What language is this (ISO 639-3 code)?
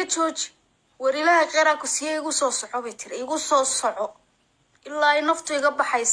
som